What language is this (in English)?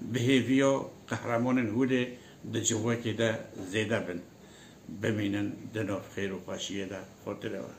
Kurdish